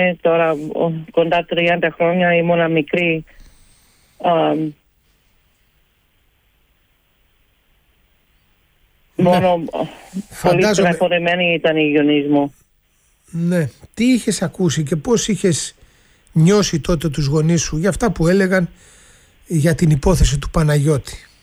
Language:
Greek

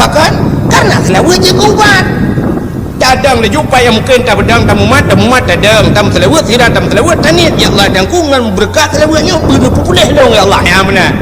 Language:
Achinese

